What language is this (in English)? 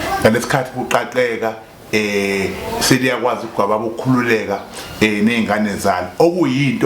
Zulu